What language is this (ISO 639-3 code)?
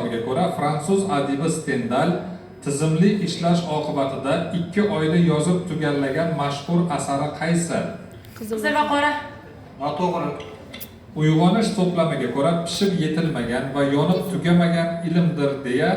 uzb